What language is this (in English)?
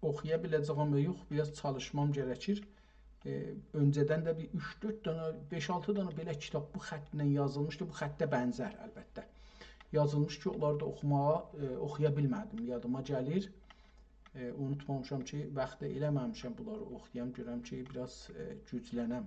South Azerbaijani